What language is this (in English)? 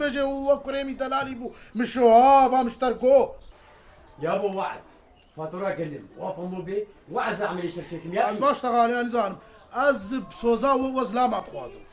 Kurdish